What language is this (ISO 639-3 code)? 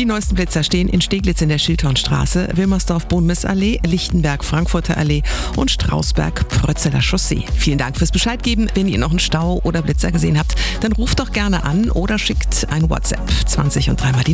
deu